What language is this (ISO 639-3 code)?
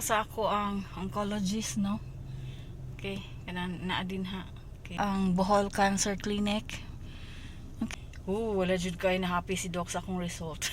ceb